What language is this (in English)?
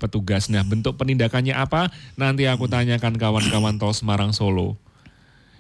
Indonesian